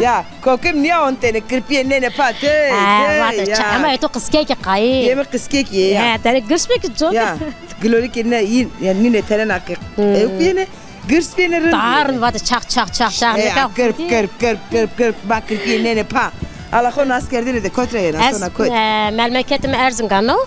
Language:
Zaza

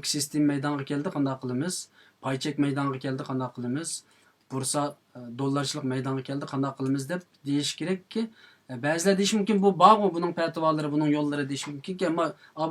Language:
Uyghur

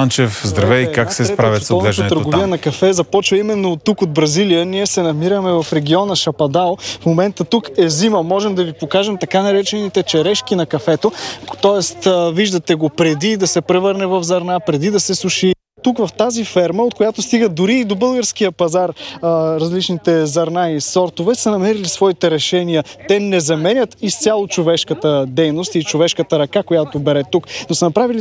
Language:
Bulgarian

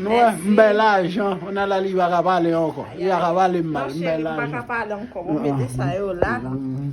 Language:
Haitian Creole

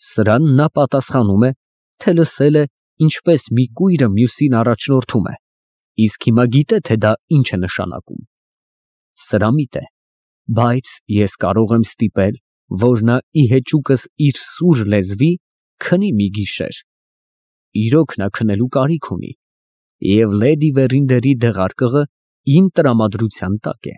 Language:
Armenian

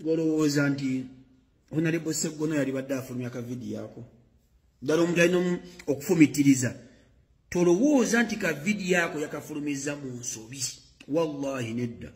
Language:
Ganda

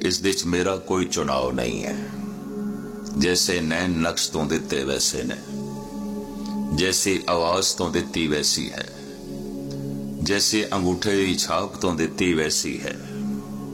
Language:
Punjabi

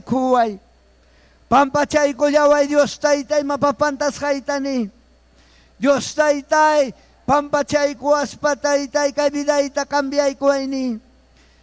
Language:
Ayacucho Quechua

